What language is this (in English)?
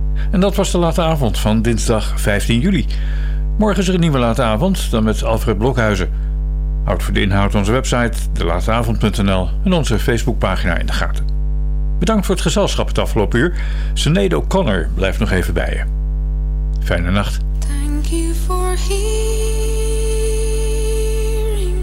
Dutch